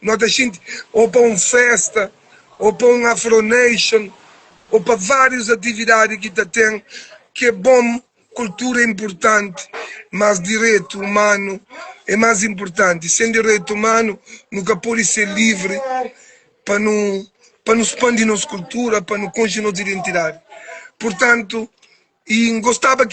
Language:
Kabuverdianu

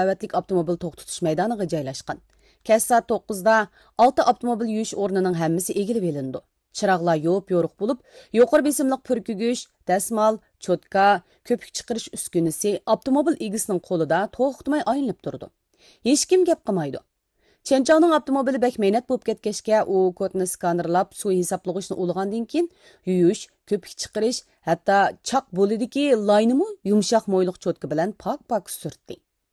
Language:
Uyghur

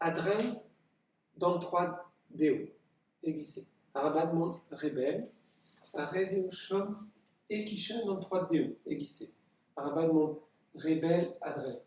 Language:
Breton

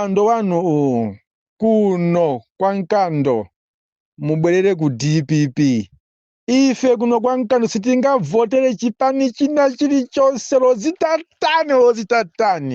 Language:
Nyanja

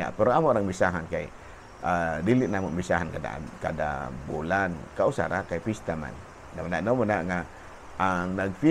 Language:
Cebuano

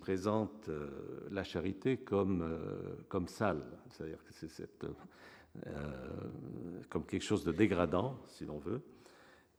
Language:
French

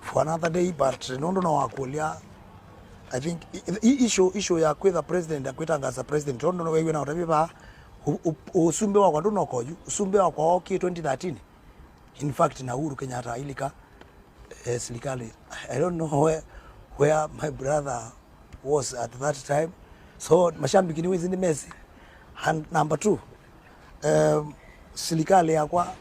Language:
Kamba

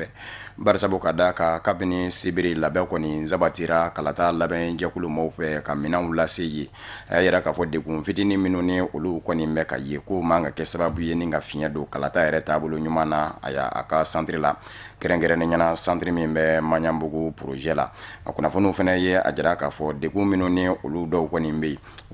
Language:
Bambara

